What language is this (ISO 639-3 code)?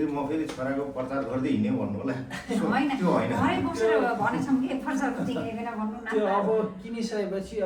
nep